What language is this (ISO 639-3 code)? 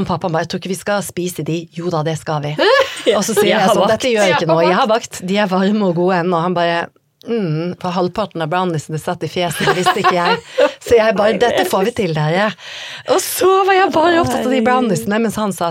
nor